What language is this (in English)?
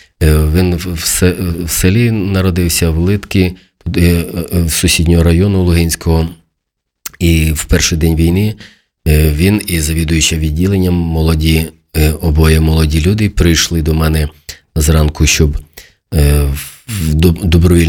Ukrainian